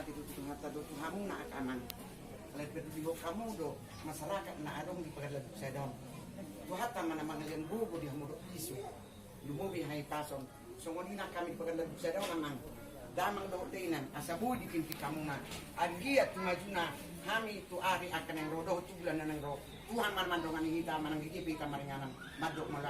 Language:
Batak Toba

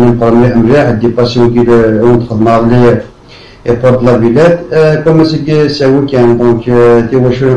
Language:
Kabyle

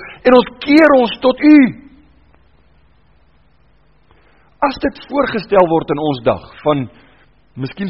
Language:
Afrikaans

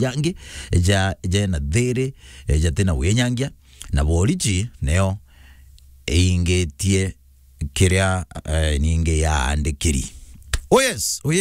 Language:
Meru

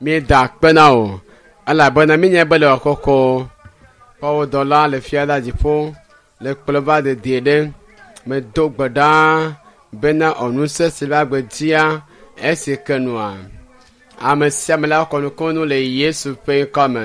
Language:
Ewe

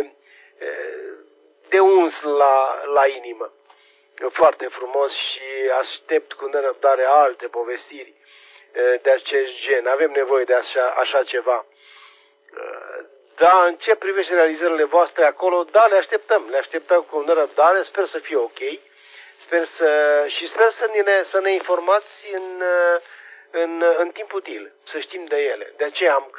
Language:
Romanian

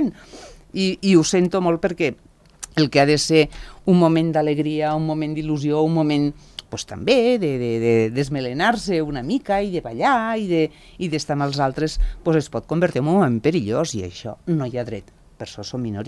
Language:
Catalan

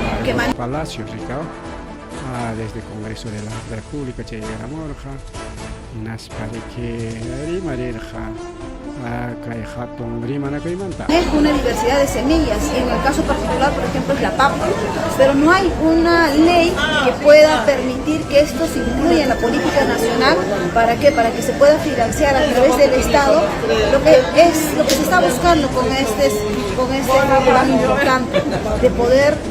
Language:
Ayacucho Quechua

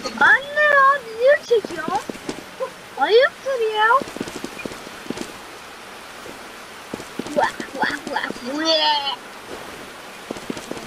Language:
Turkish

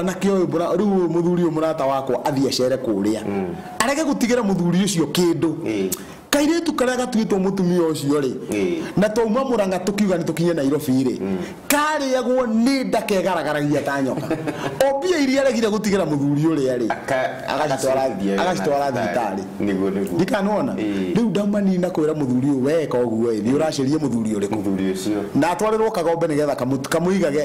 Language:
Kikuyu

